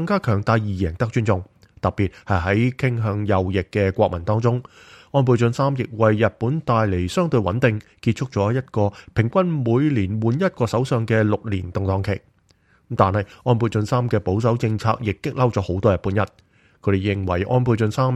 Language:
Cantonese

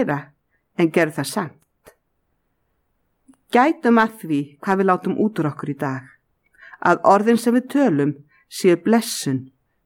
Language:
Icelandic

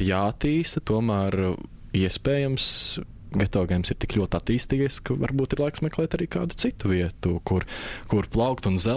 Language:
Latvian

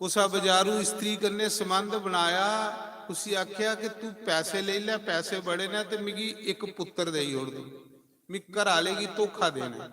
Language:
Dogri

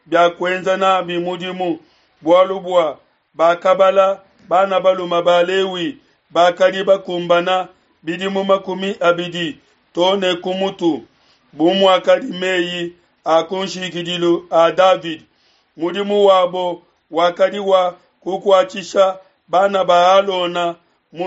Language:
Luba-Lulua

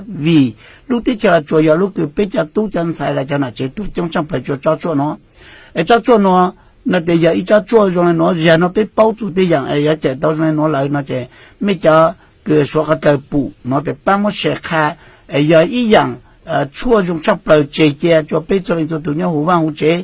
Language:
Hmong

